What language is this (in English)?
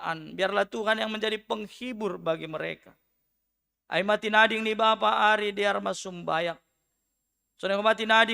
Batak Simalungun